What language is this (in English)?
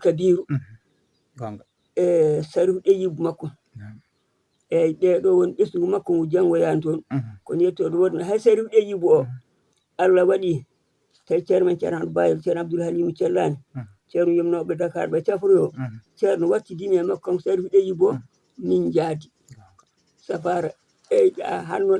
Fula